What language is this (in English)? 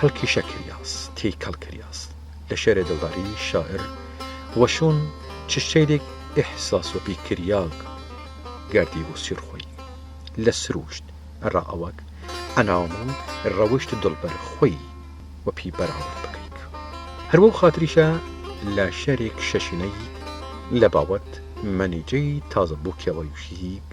Southern Kurdish